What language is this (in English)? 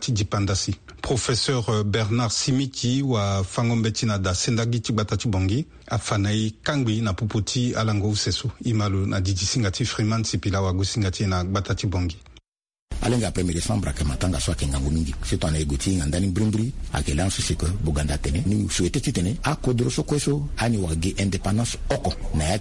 Sango